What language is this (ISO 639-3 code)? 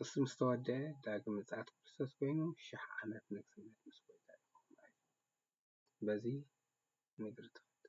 tir